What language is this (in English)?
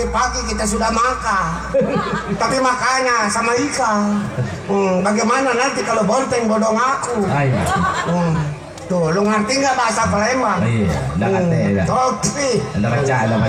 Betawi